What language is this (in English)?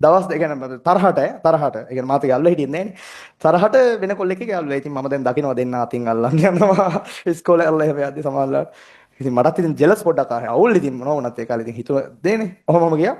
Sinhala